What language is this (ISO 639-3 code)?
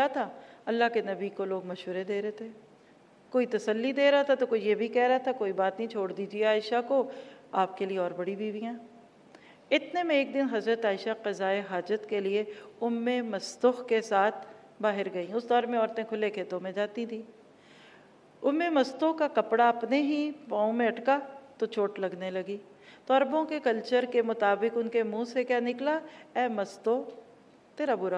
urd